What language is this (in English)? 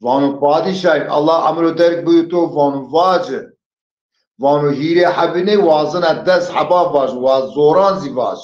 Zaza